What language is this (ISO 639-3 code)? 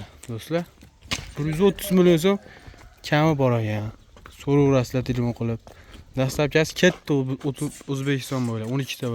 uzb